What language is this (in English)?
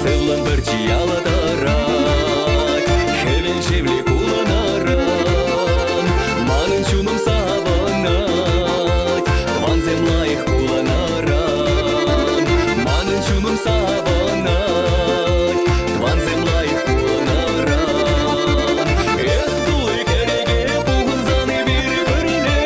Chuvash